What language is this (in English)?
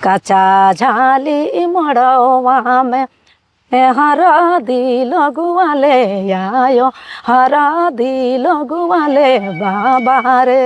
Sadri